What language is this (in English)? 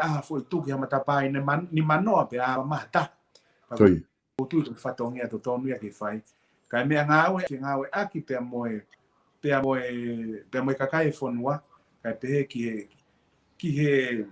Tongan